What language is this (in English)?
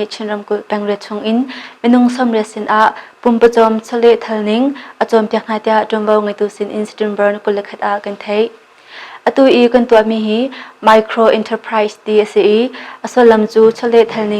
Hakha Chin